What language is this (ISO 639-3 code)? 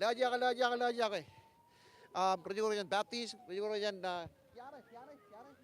mah